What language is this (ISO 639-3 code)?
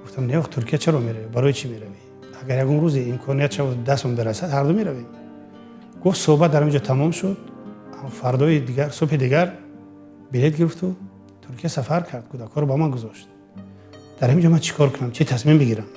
tgk